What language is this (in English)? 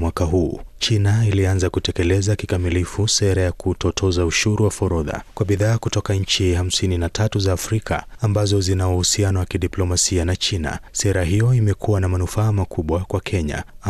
Swahili